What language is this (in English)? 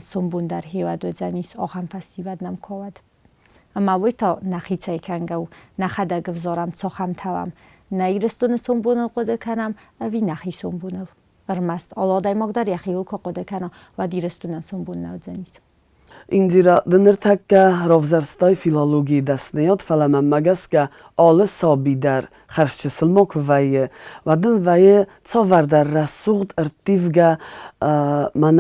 Ossetic